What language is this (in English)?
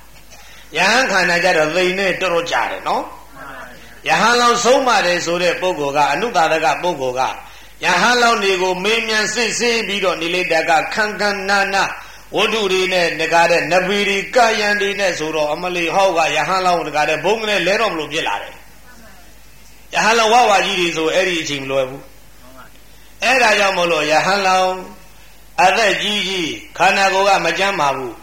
Burmese